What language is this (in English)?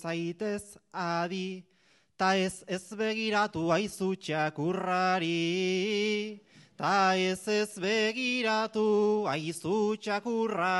Basque